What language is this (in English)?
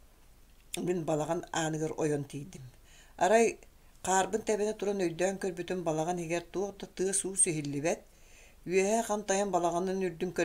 Yakut